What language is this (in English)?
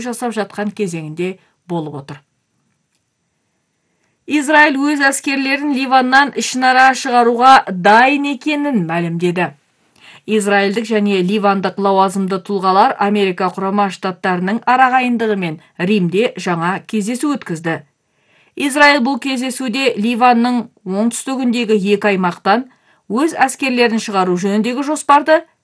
Kazakh